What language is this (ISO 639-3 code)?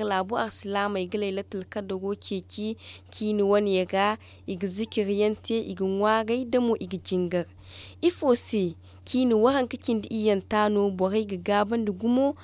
dje